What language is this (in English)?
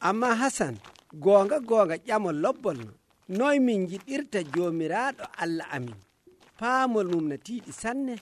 Nigerian Fulfulde